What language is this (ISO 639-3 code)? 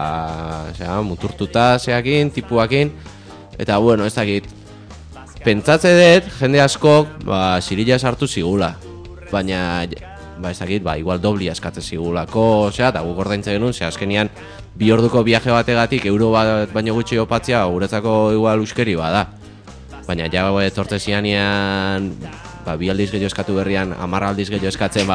eus